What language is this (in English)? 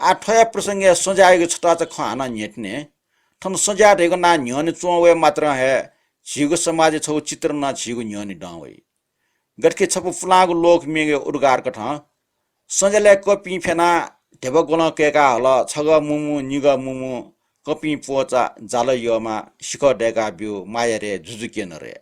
Newari